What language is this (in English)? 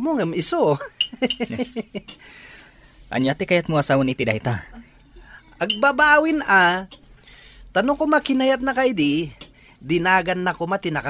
Iloko